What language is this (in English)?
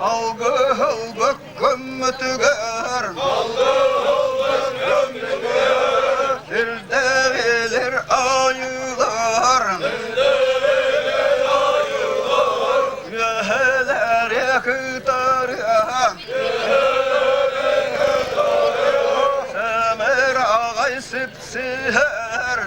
Yakut